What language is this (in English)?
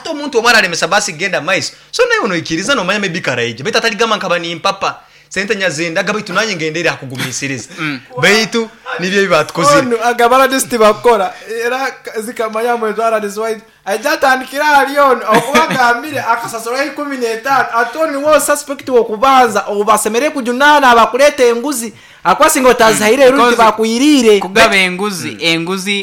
Nyoro